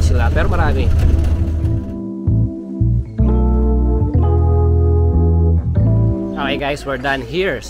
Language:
Filipino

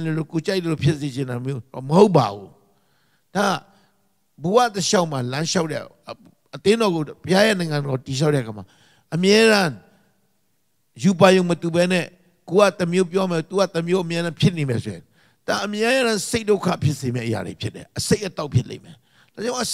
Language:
Burmese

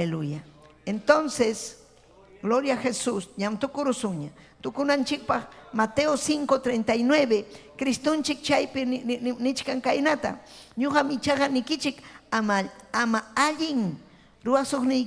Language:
Ayacucho Quechua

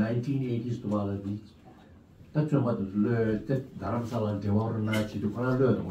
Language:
Tibetan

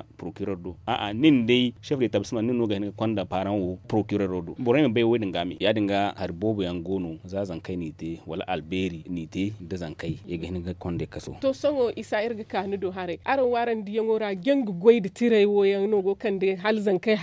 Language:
Zarma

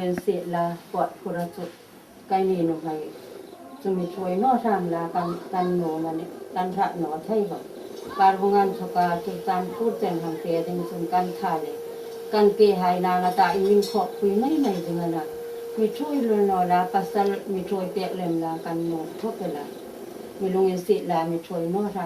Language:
Hmar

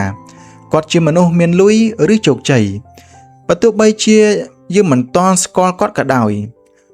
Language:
Khmer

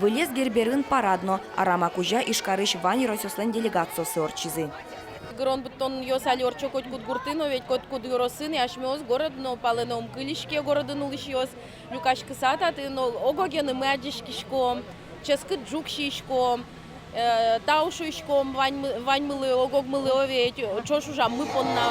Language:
Udmurt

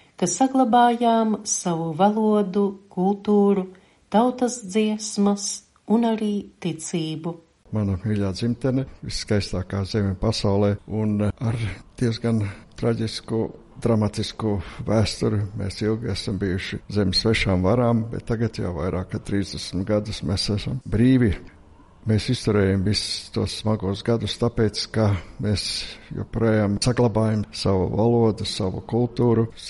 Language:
Latvian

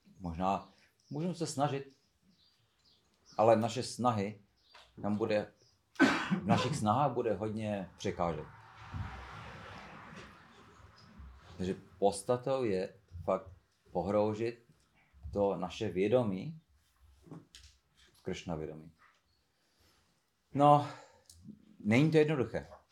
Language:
Czech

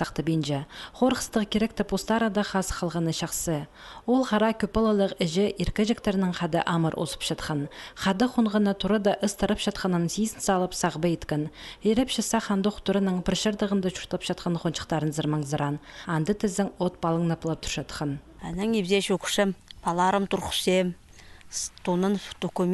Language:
Khakas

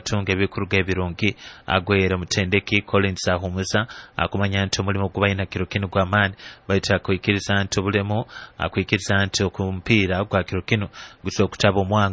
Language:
Nyoro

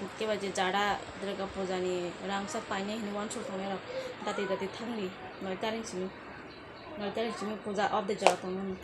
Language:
Kok Borok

